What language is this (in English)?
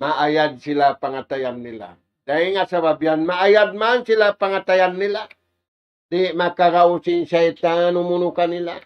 Tausug